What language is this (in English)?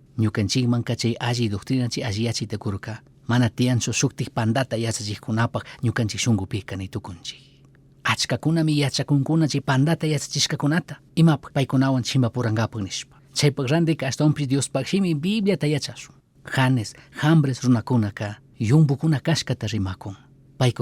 Chimborazo Highland Quichua